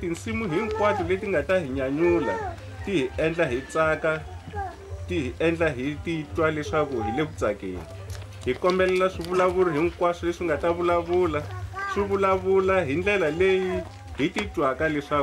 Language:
Tsonga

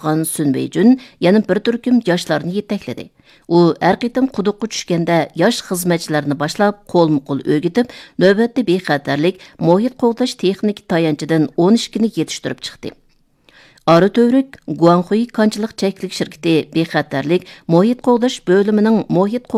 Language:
Uyghur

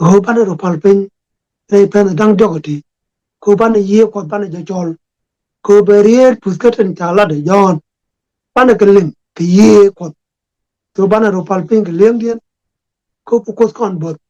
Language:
Nuer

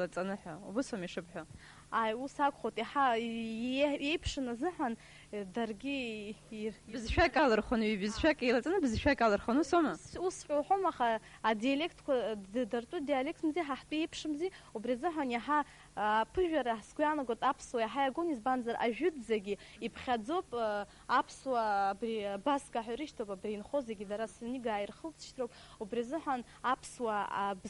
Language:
Abkhazian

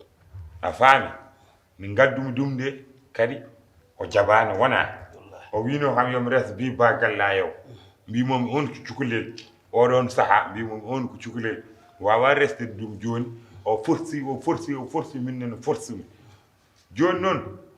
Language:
Fula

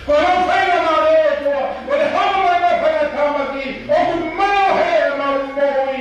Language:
Tongan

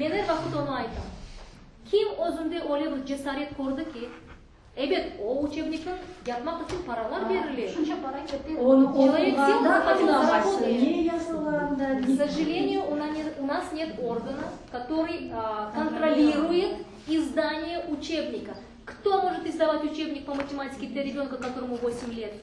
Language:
Crimean Tatar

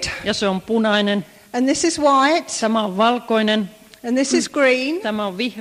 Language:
Finnish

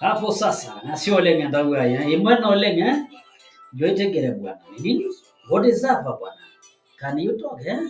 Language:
Masai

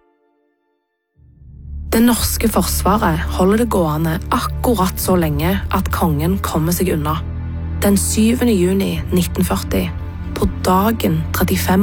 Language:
Norwegian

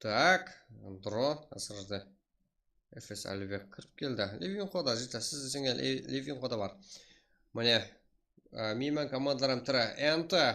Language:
Kara-Kalpak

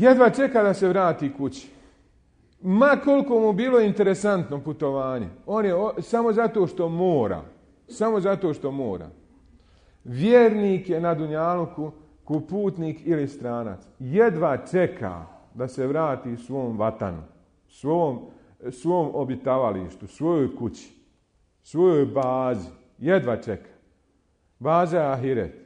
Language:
Bosnian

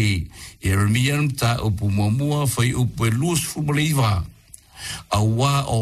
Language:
Samoan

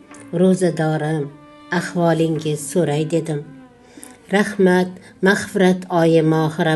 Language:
Uzbek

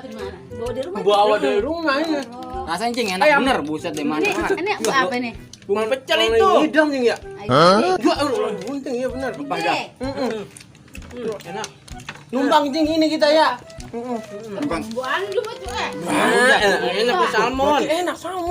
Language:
Betawi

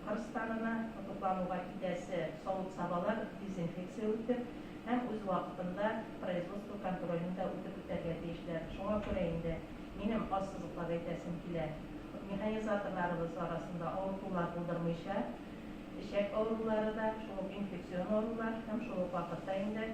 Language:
Tatar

